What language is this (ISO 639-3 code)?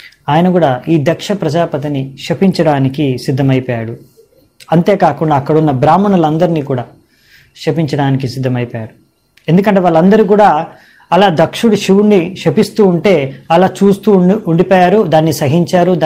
tel